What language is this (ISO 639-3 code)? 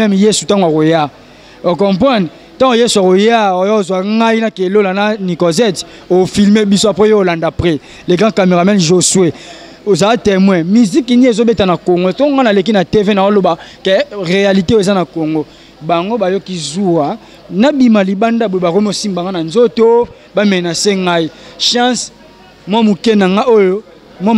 lin